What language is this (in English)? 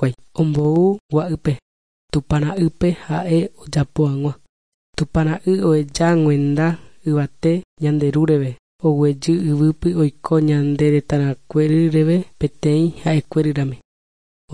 Guarani